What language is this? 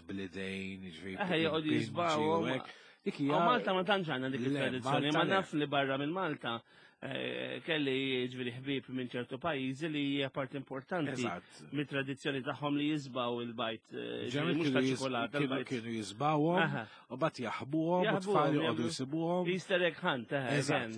Maltese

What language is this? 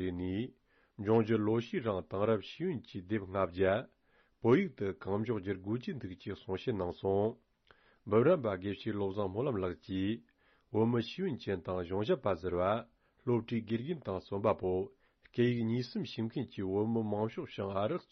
Tibetan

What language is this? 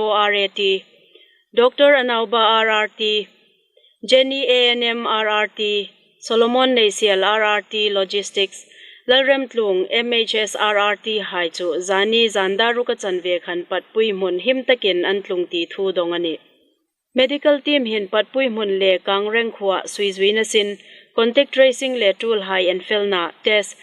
Hmar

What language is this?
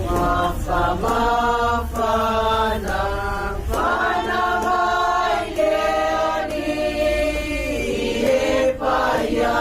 Samoan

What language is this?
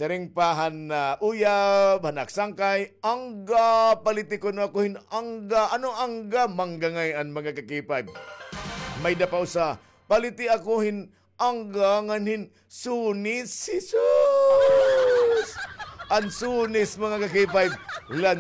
Waray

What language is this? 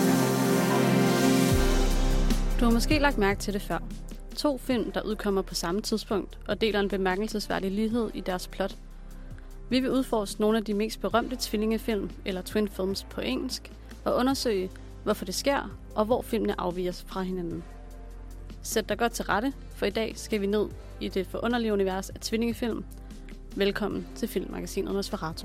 Danish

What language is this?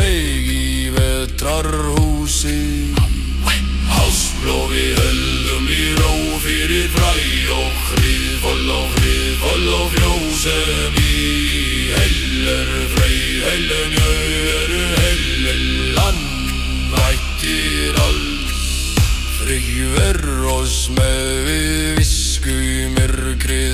Icelandic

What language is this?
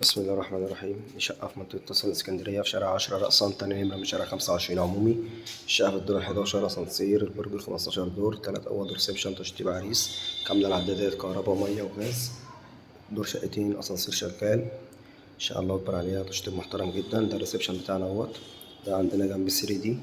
Egyptian Arabic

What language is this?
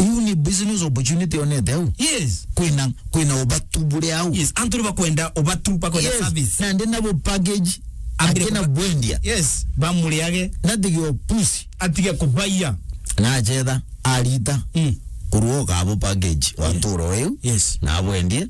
Meru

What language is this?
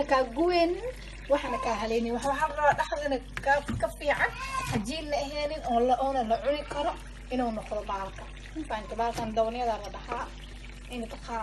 Somali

